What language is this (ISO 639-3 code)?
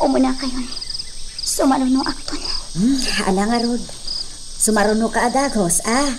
ilo